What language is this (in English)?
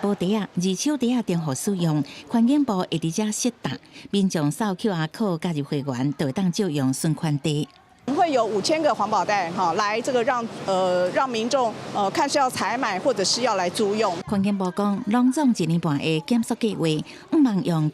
Min Nan Chinese